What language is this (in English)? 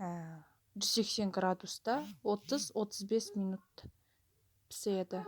Kazakh